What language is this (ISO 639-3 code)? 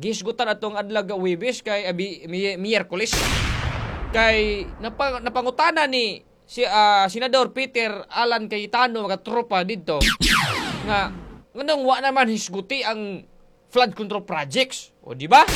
ceb